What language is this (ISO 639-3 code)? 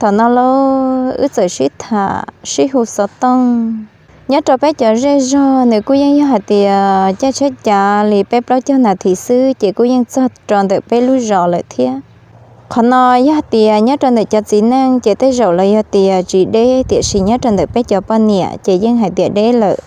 hmn